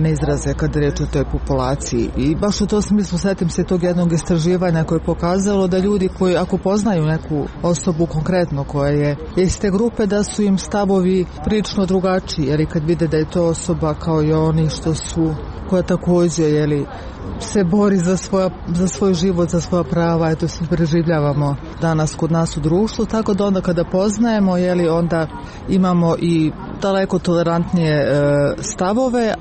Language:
Serbian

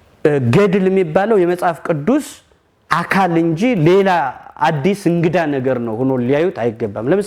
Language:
Amharic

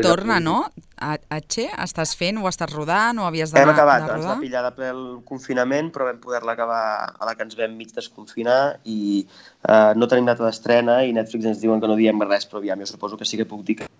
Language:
Catalan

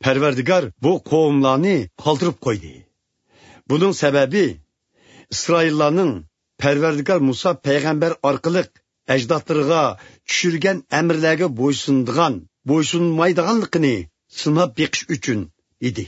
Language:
Uyghur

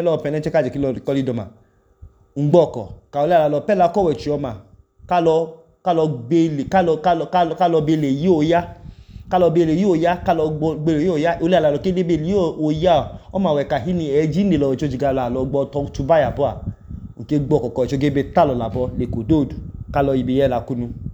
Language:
Idoma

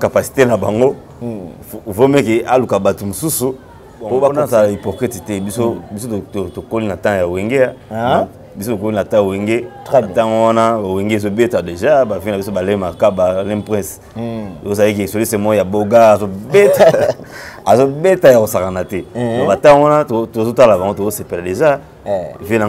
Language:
Lingala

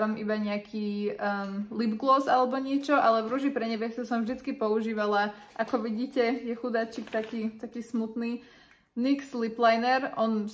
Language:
Slovak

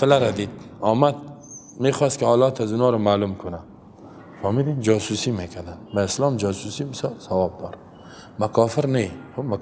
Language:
Persian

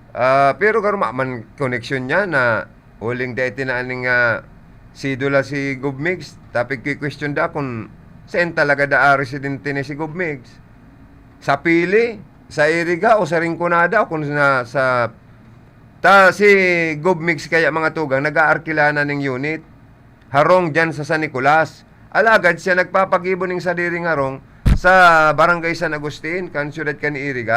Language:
Bikol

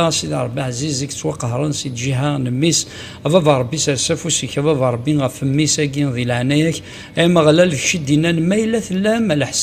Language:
Kabyle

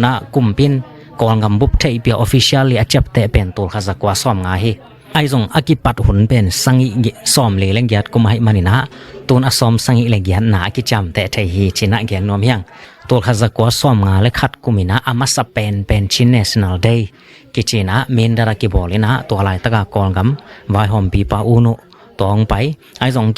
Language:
Tedim Chin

